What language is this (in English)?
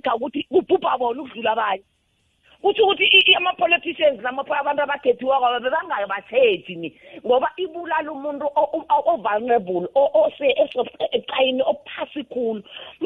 South Ndebele